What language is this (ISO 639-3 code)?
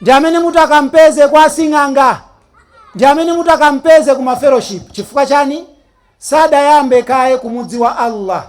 nya